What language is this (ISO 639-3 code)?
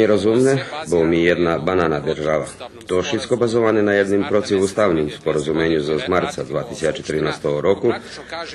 rue